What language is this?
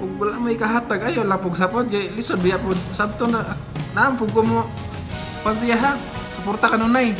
Cebuano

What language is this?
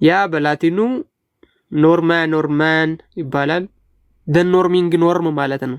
Amharic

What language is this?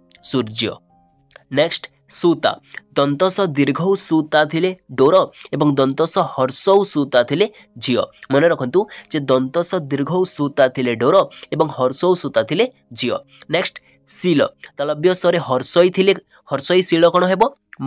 Odia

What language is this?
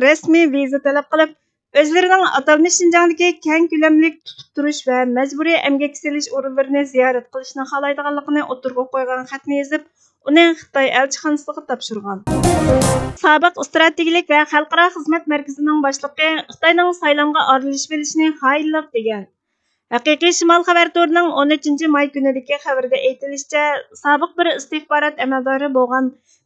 Uyghur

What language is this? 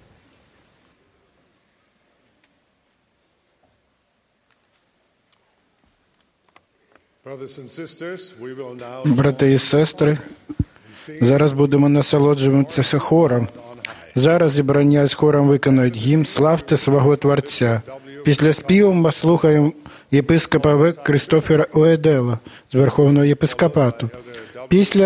Ukrainian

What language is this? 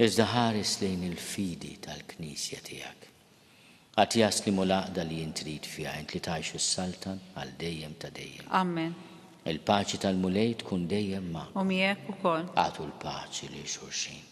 Maltese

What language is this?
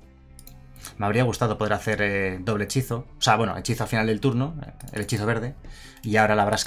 Spanish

